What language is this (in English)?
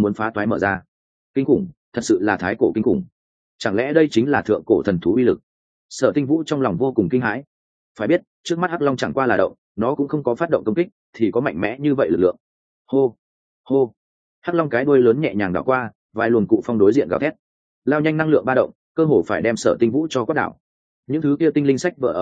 Vietnamese